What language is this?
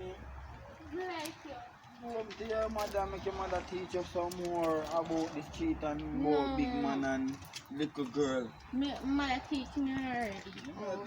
Jamaican Creole English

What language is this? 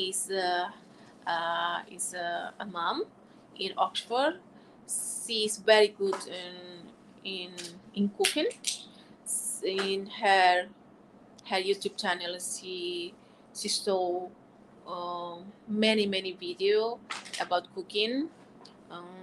Tetum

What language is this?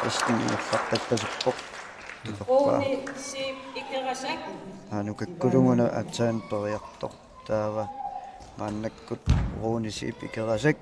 Kalaallisut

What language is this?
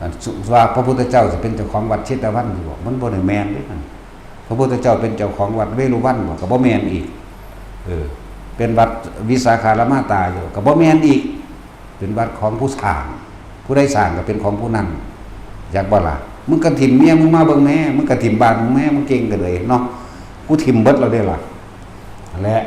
Northeastern Thai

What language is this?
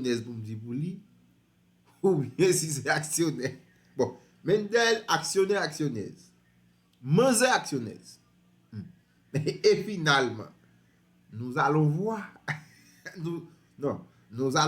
Haitian Creole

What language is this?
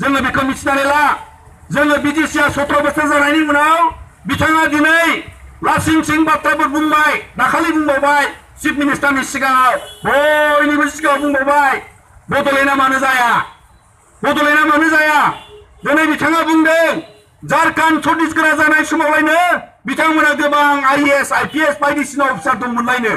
Bodo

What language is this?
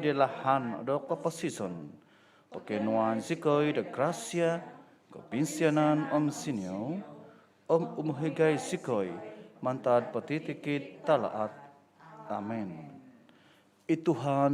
Central Dusun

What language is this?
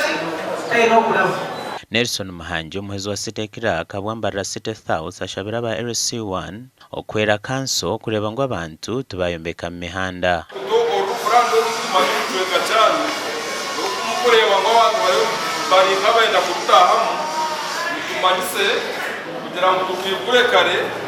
Nyankole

